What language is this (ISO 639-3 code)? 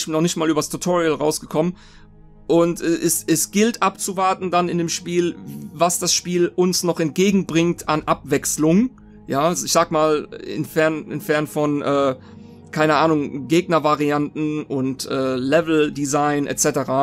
deu